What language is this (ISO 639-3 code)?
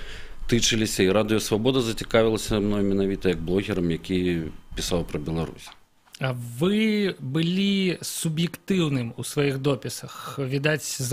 bel